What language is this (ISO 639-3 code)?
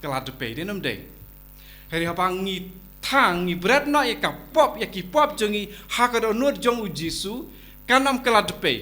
kha